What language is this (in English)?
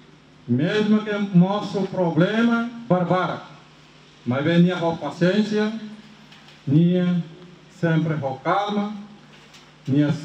Tetum